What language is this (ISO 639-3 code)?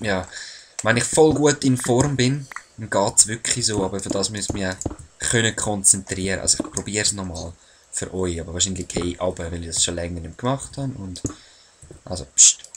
gsw